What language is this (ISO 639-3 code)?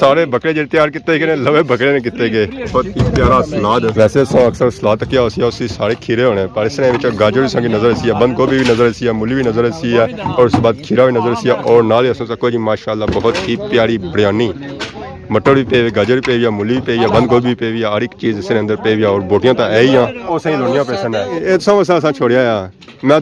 phr